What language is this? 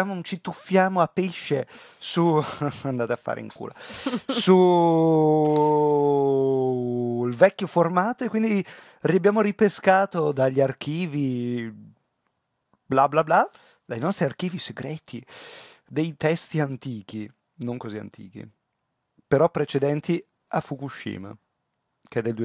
Italian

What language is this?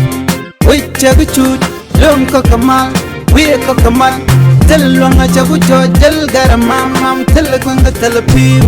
Nuer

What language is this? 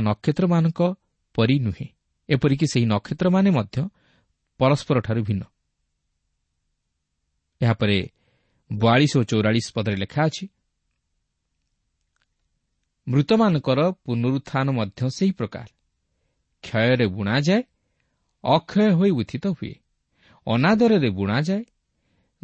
Odia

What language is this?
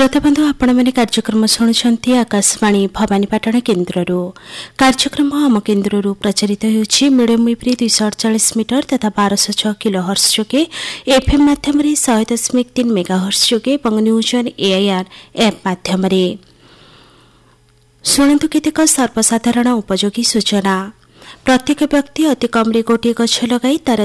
Odia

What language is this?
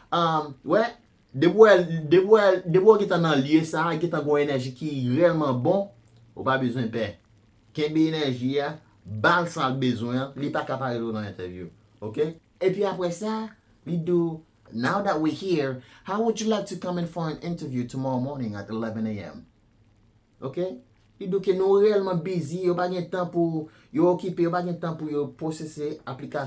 Haitian Creole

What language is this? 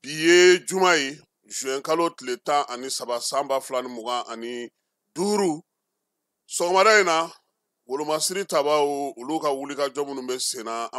Bambara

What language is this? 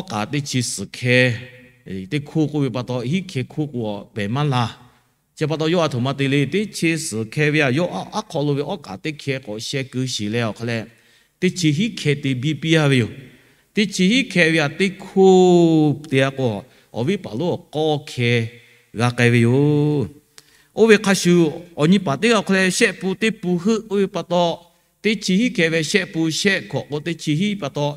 Lahu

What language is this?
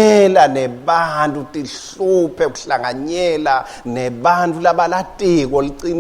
Swati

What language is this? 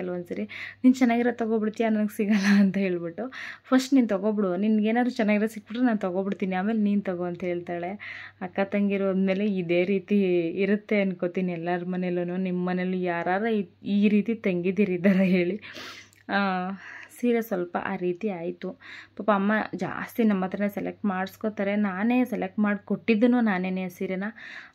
Kannada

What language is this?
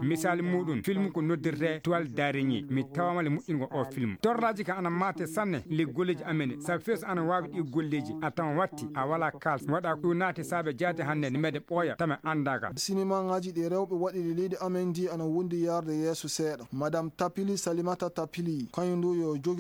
Fula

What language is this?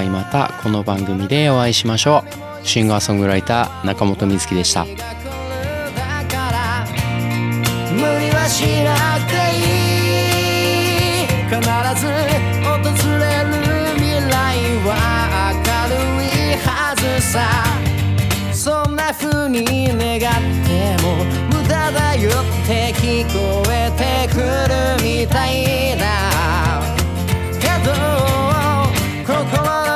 Japanese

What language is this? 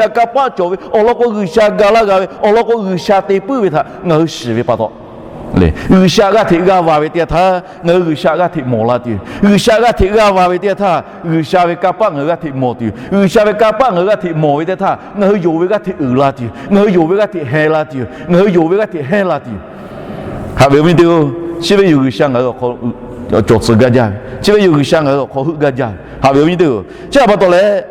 Lahu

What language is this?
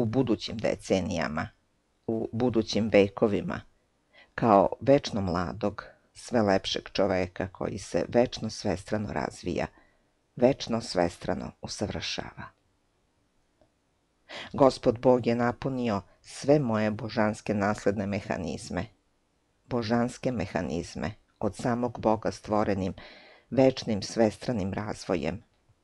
Serbian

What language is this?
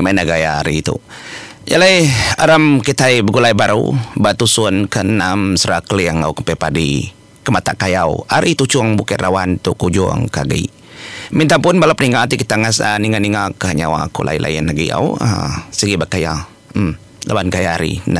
Iban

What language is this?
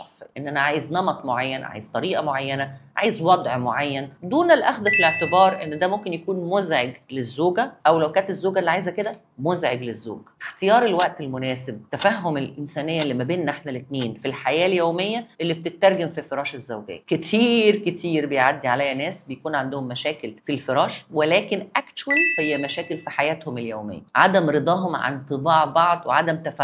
Egyptian Arabic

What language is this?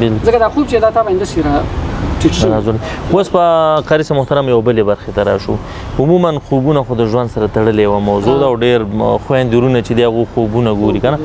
Pashto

